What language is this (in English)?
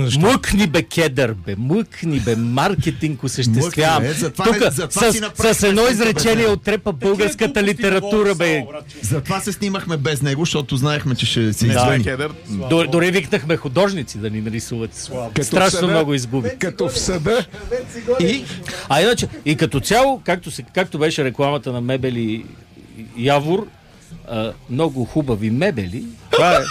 Bulgarian